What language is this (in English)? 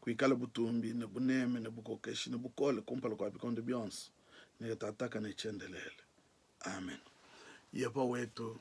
Luba-Lulua